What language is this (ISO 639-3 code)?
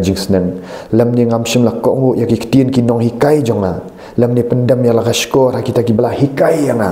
kha